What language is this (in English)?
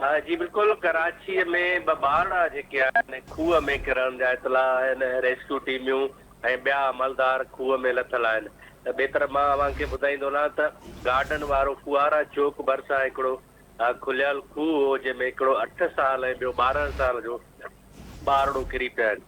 Sindhi